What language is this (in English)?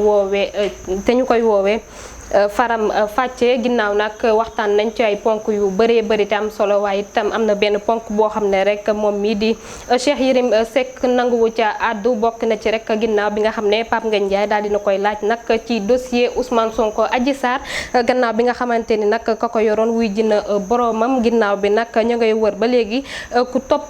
Wolof